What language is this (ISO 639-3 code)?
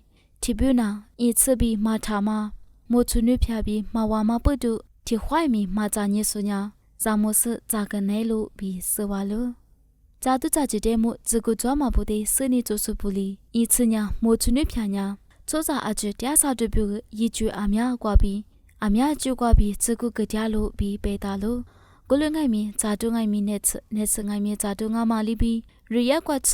lis